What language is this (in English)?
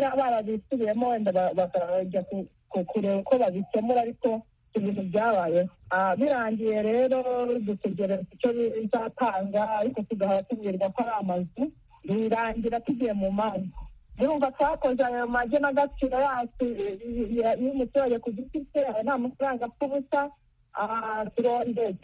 Kinyarwanda